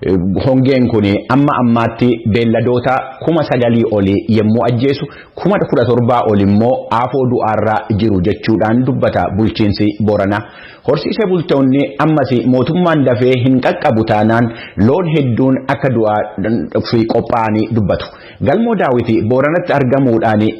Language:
Oromo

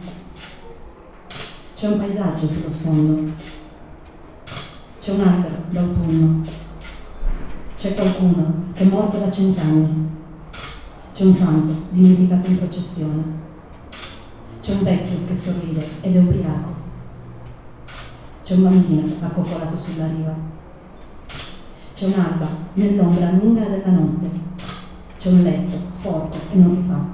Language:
Italian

